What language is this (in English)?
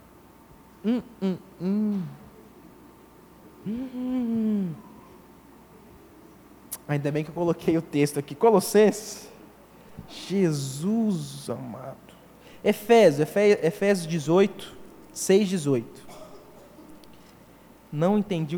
Portuguese